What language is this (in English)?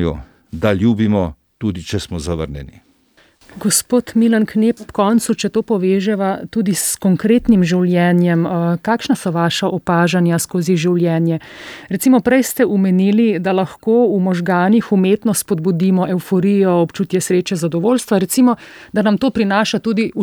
Slovenian